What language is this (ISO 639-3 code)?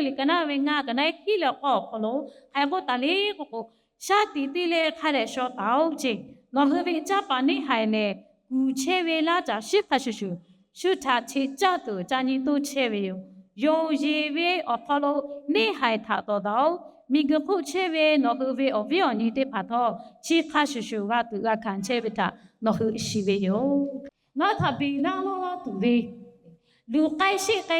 lhu